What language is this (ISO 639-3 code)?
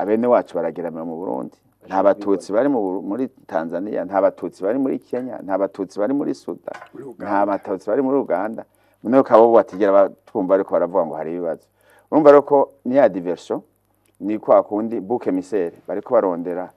run